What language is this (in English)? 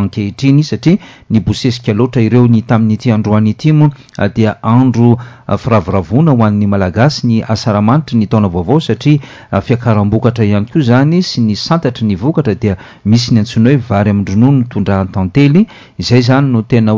Malagasy